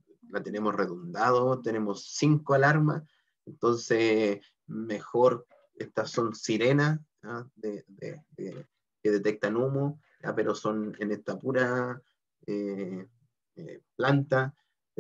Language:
Spanish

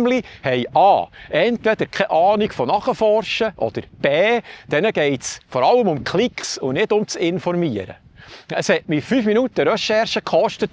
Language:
Swiss German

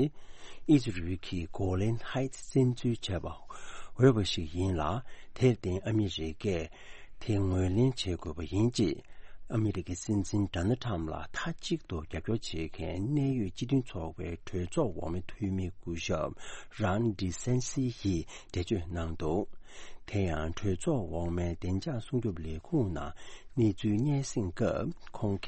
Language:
Tibetan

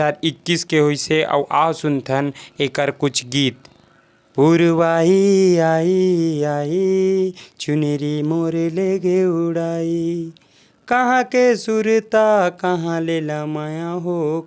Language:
Chhattisgarhi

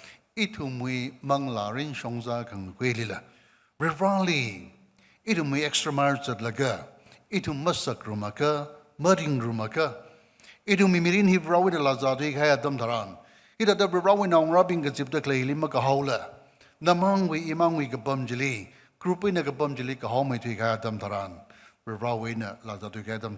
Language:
Tangkhul Naga (India)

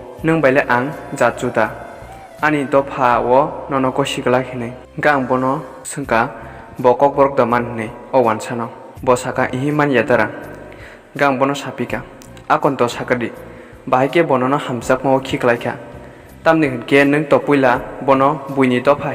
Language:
Kok Borok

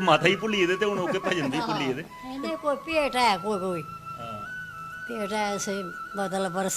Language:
Dogri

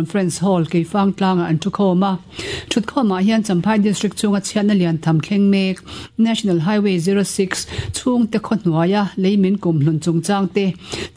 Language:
Mizo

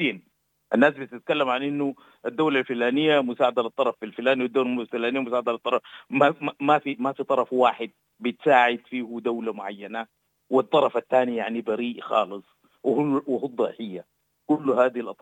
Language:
Sudanese Arabic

